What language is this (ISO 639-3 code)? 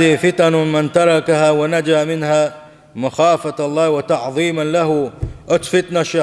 che